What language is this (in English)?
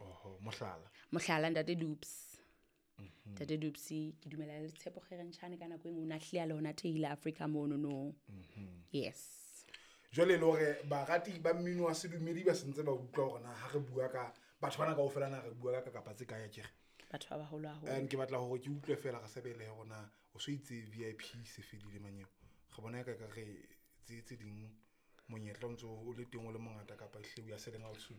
Southern Sotho